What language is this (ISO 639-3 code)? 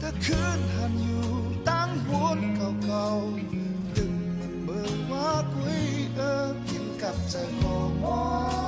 shn